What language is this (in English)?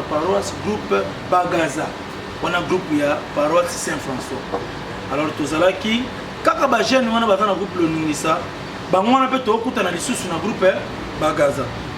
Lingala